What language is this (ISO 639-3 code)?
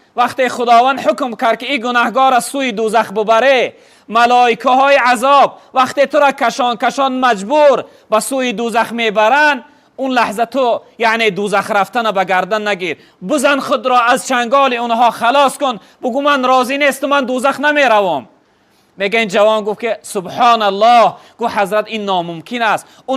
tgk